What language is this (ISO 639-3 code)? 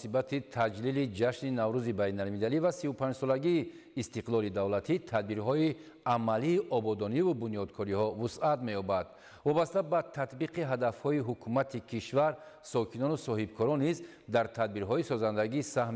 tgk